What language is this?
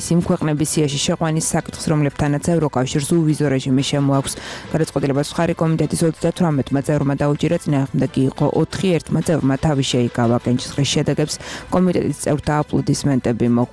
Georgian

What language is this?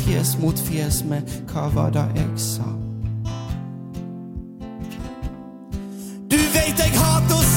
Norwegian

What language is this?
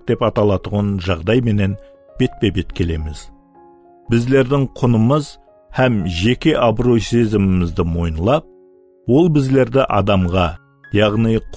Kara-Kalpak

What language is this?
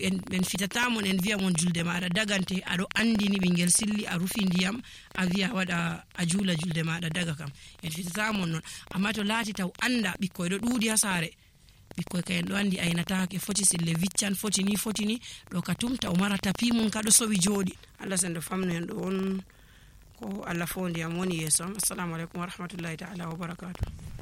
Nigerian Fulfulde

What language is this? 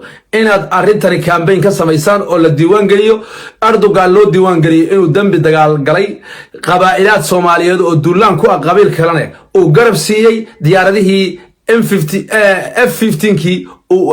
Somali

